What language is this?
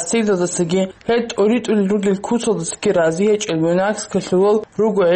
Avaric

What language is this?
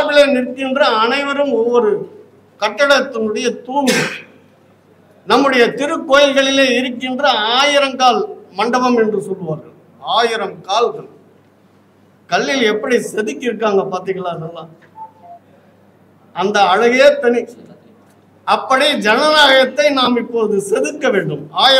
Tamil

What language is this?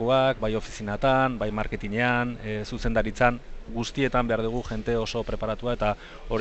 Basque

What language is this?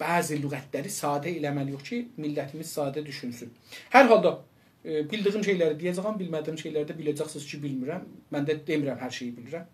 South Azerbaijani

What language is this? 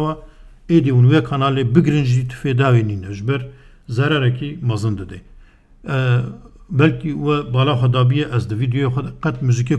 Kurdish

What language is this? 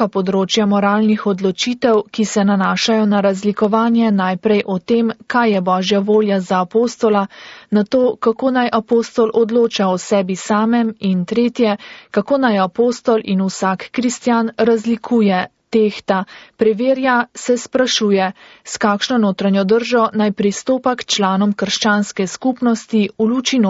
Slovenian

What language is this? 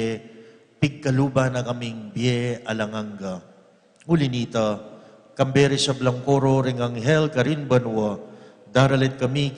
Pampanga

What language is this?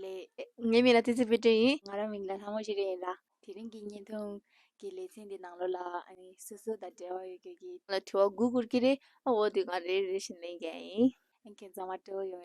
Tibetan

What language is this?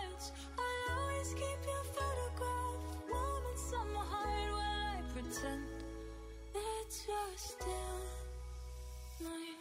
English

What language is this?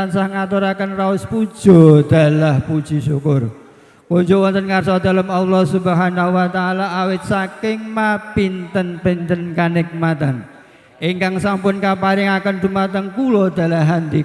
Javanese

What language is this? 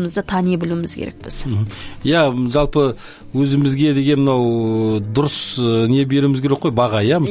Kazakh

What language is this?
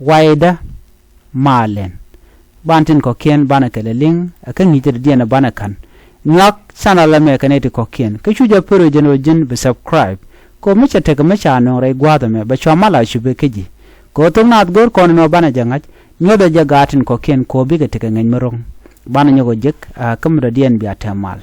Nuer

